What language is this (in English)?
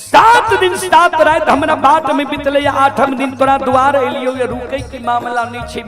Maithili